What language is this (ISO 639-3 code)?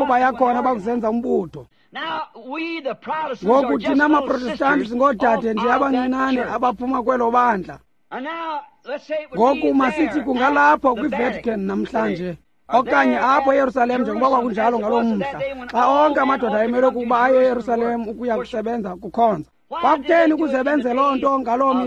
xho